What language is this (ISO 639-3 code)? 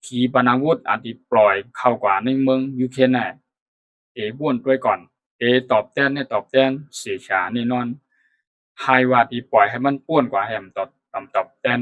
shn